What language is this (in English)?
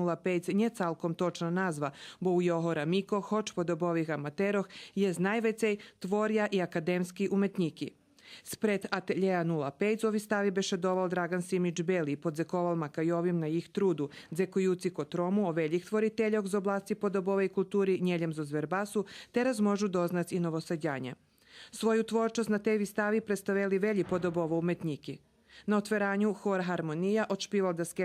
Rusyn